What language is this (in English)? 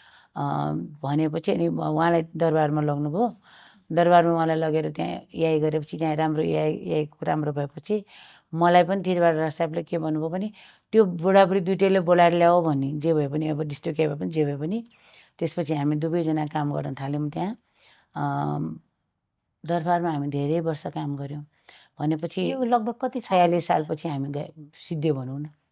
Nepali